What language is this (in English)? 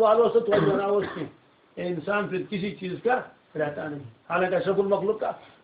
Kashmiri